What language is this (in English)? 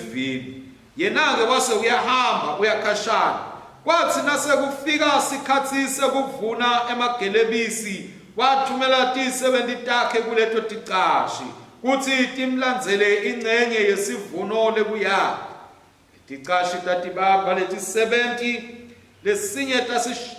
Swati